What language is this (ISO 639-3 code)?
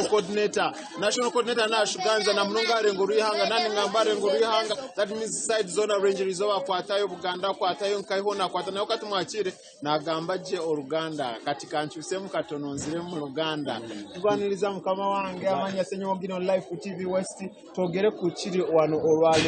nyn